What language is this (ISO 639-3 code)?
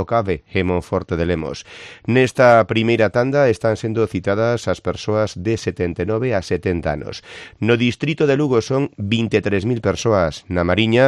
glg